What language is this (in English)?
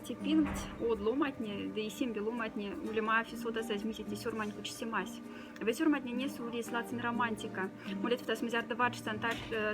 Moksha